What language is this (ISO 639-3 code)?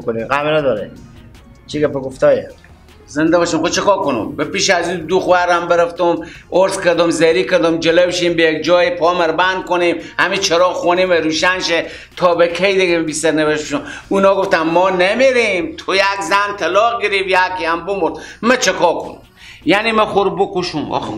fas